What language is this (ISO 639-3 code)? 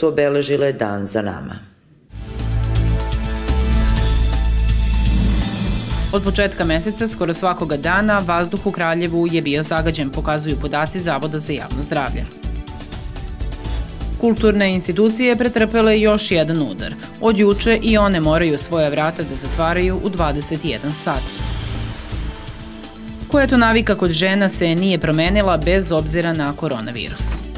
srp